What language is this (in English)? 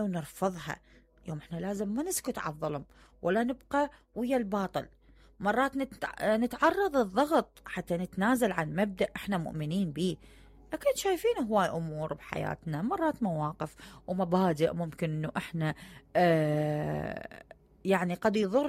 Mesopotamian Arabic